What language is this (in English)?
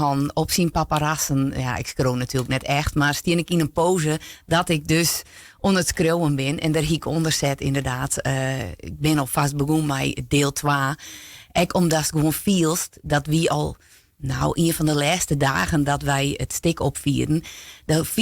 Western Frisian